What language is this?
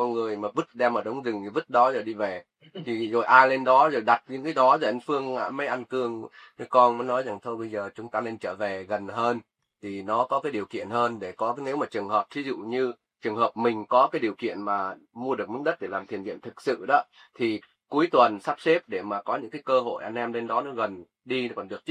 Vietnamese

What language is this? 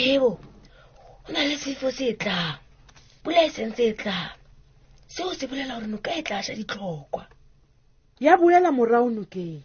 Southern Sotho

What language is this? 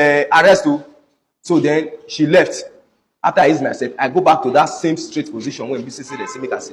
Nigerian Pidgin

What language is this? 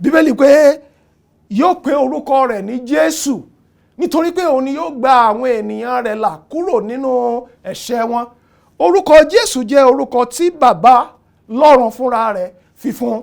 Yoruba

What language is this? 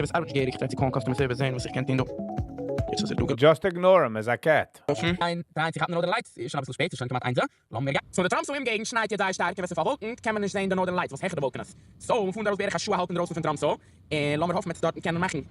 Yiddish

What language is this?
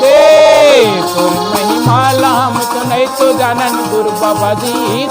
Chhattisgarhi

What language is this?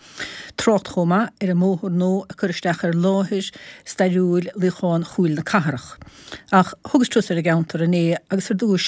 Irish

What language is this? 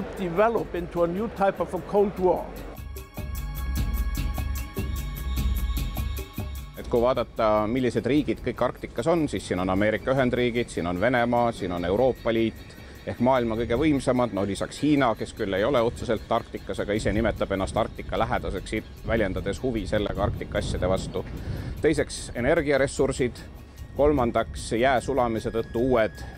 Estonian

